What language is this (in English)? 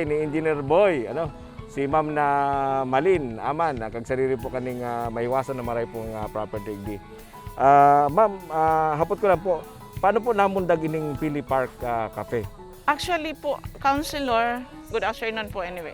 Bikol